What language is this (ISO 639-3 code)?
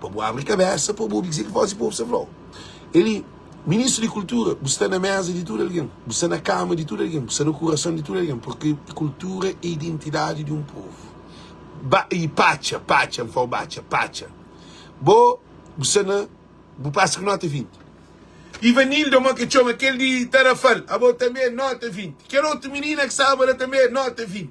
kea